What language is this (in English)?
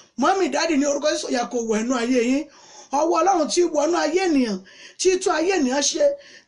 Yoruba